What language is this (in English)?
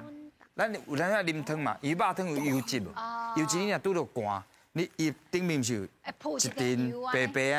Min Nan Chinese